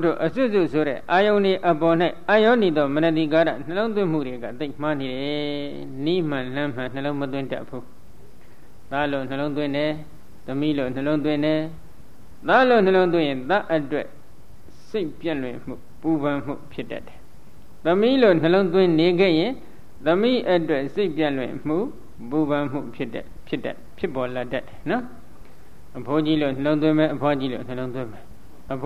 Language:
Burmese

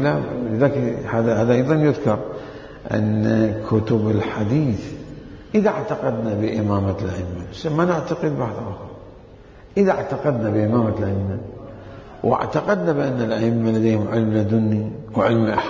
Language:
Mesopotamian Arabic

